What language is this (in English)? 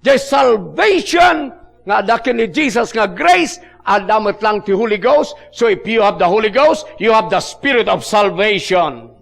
Iloko